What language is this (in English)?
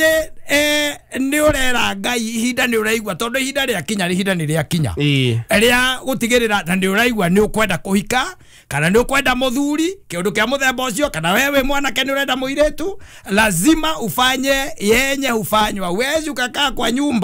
Kikuyu